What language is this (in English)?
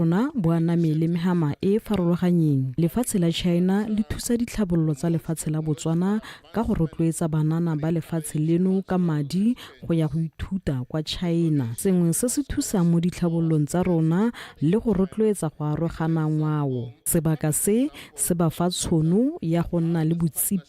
Tswana